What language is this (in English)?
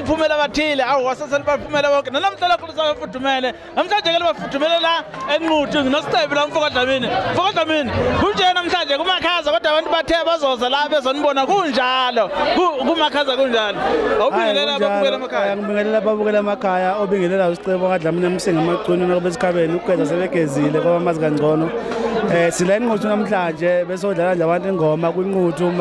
Zulu